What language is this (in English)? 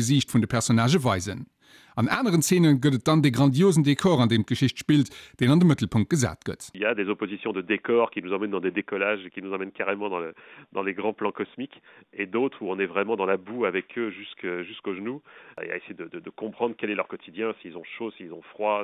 Luxembourgish